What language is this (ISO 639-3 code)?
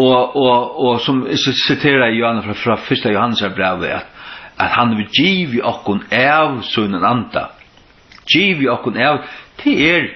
fao